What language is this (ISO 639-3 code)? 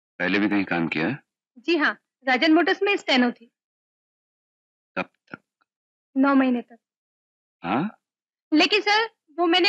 hin